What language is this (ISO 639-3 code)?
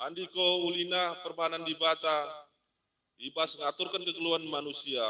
btx